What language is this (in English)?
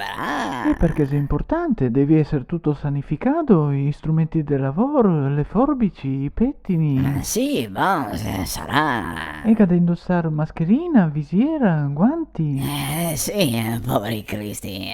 Venetian